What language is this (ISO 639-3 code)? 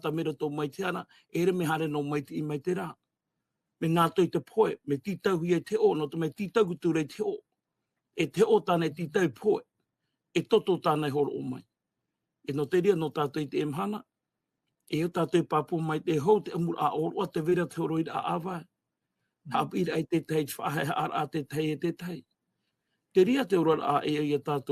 tah